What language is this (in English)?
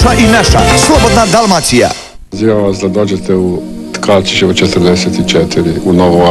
Croatian